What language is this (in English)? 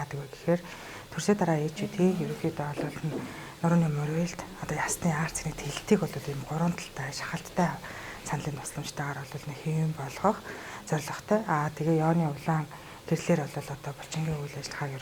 Mongolian